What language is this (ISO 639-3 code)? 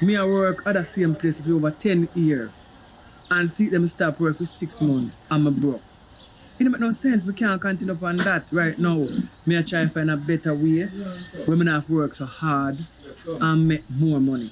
jam